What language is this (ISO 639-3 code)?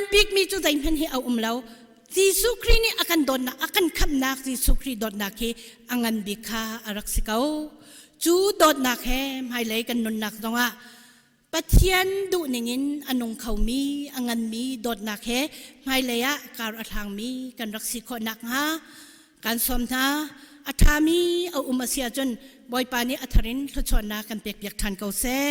cnh